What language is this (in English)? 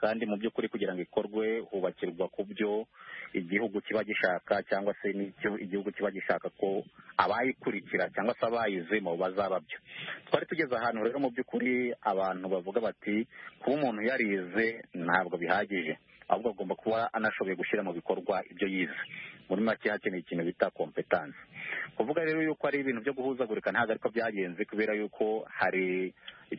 Kinyarwanda